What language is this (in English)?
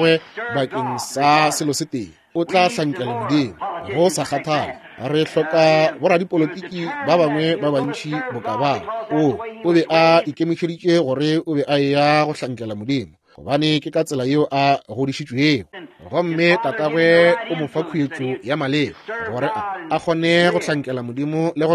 Northern Sotho